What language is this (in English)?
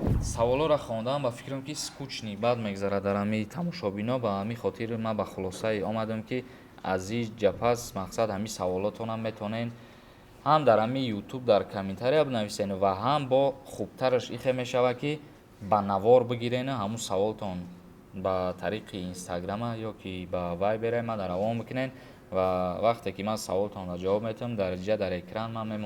Tajik